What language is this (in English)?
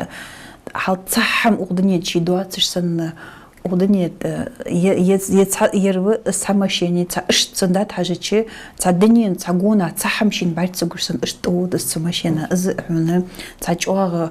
Ingush